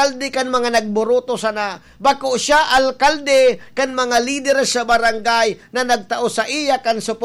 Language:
Bikol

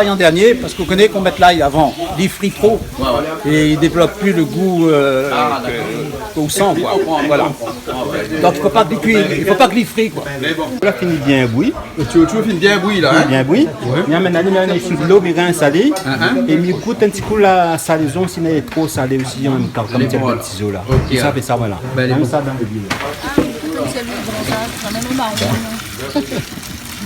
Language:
Réunion Creole French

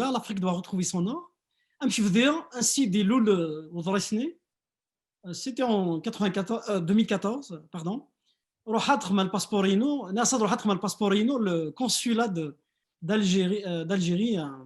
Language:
Kabyle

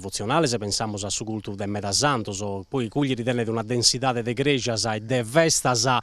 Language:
Sardinian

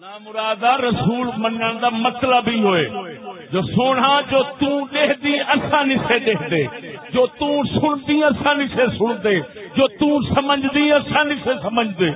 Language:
Saraiki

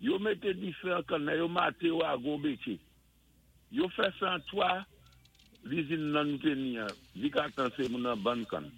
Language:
Saint Lucian Creole French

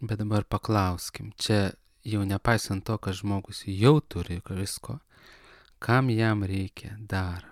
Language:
Lithuanian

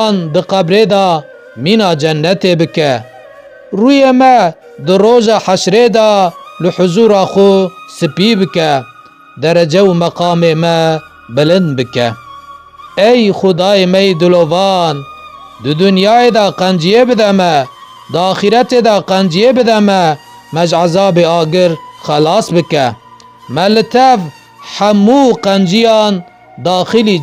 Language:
Kurdish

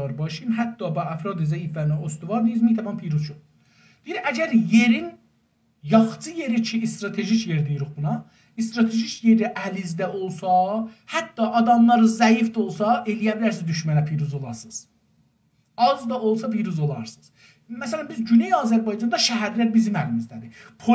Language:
South Azerbaijani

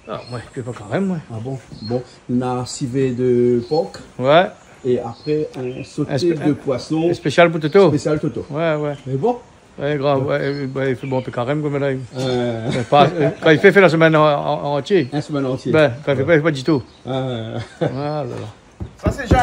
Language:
Réunion Creole French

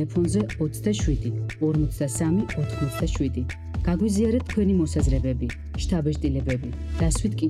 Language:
Georgian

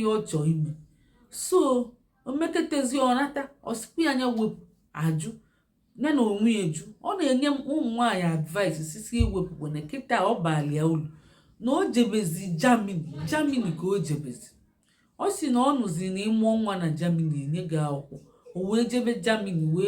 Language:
Igbo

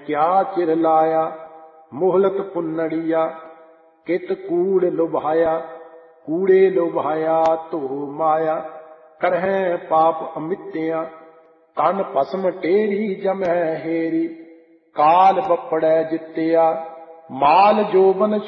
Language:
Punjabi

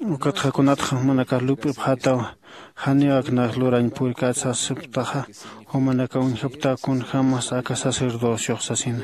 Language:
Aymara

